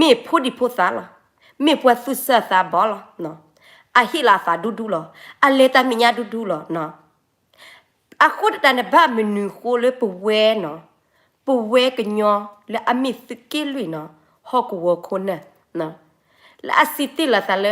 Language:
S'gaw Karen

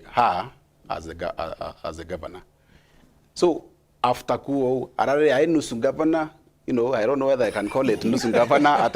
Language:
Meru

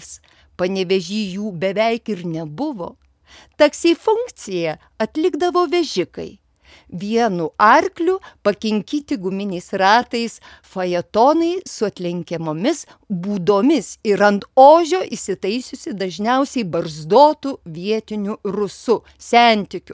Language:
Lithuanian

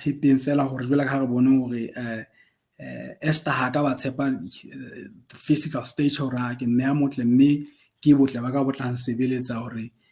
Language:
Southern Sotho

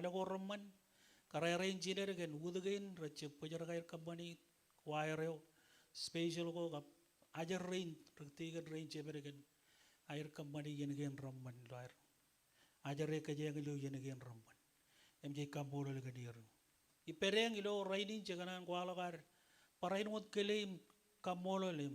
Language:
Marshallese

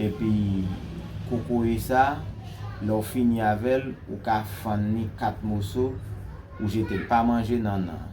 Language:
Haitian Creole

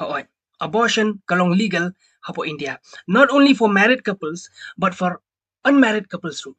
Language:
Khasi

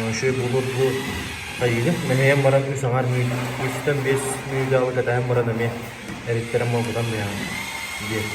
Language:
Yakut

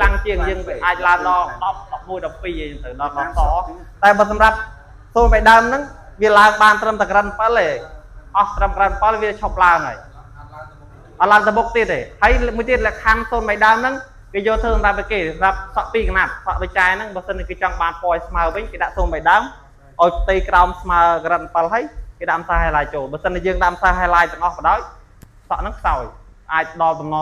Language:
Khmer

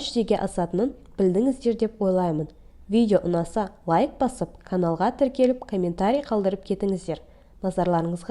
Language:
Kazakh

